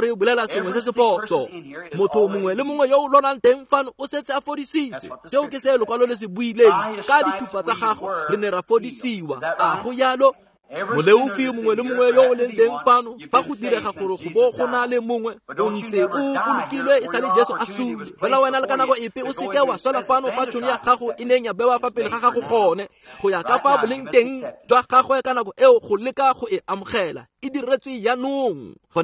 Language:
Tswana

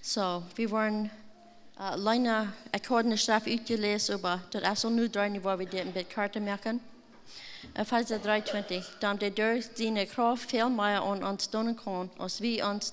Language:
Plautdietsch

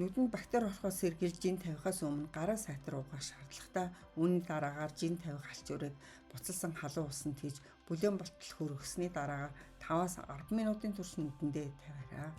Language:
Mongolian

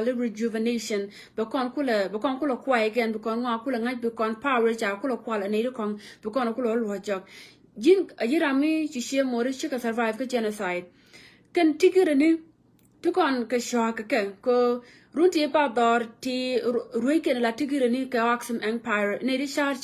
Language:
Nuer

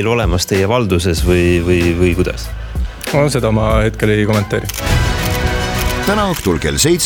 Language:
Estonian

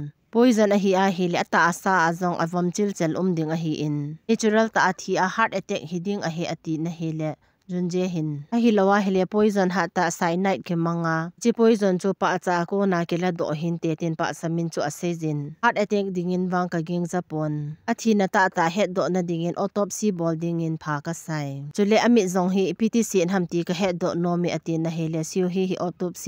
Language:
Thado Chin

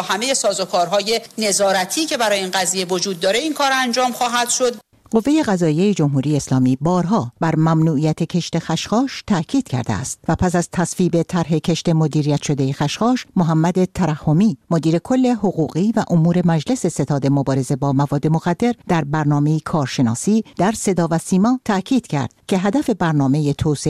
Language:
Persian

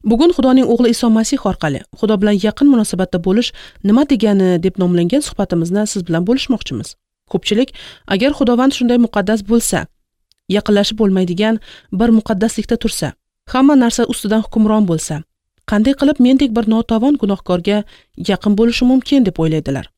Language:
Uzbek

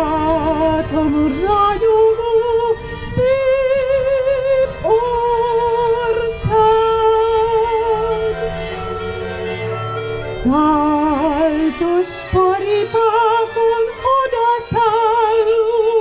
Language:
Hungarian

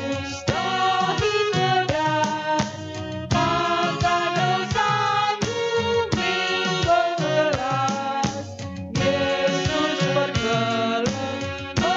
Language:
Batak Karo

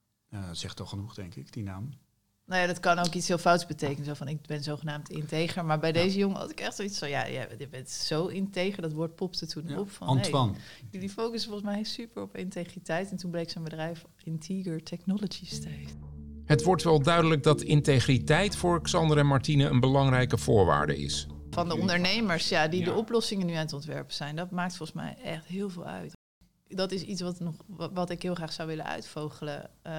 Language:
Dutch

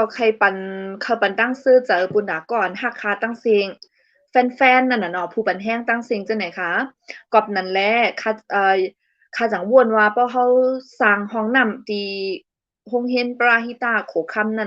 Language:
Shan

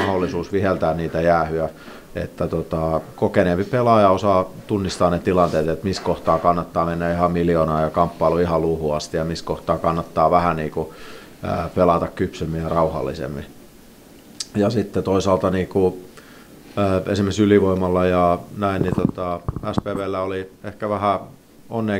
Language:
Finnish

